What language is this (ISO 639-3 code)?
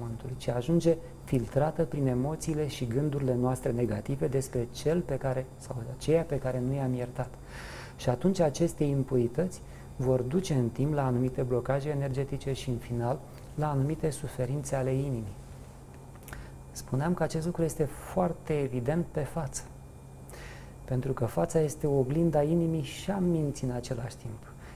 ron